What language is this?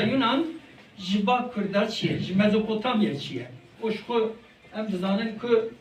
Kurdish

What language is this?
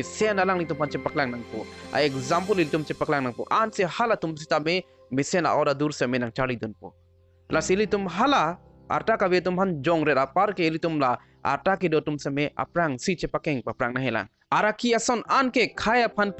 Karbi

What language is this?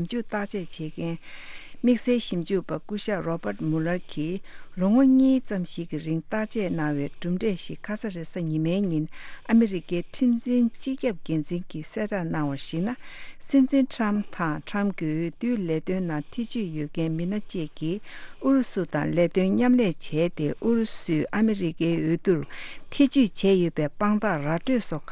Tibetan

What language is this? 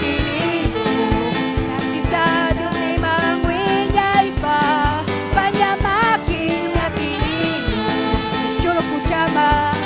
Ayacucho Quechua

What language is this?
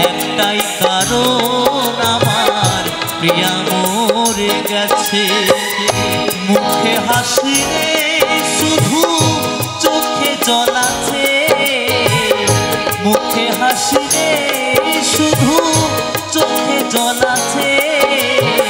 Bangla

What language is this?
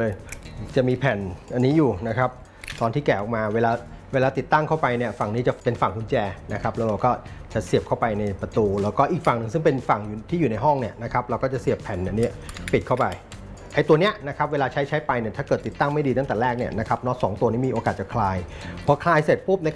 Thai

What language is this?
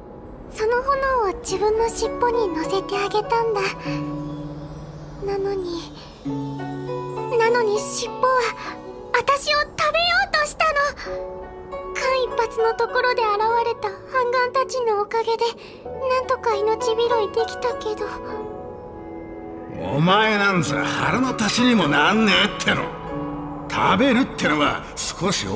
Japanese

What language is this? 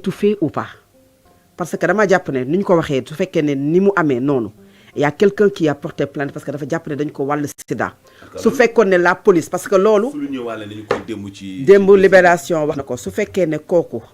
Wolof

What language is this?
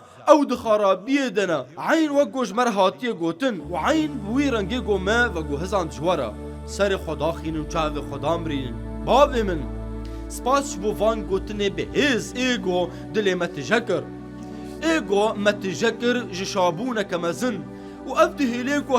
Kurdish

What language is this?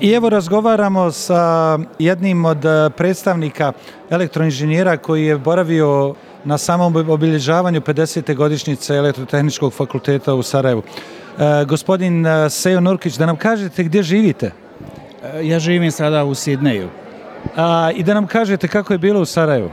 Bosnian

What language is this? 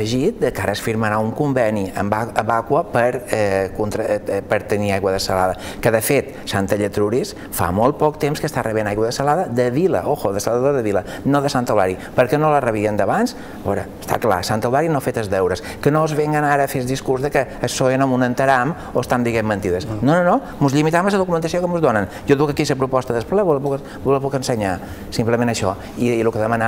Catalan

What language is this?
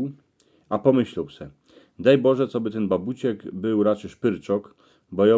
Silesian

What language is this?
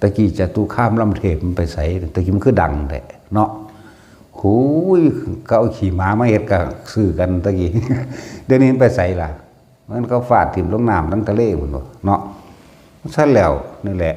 Northeastern Thai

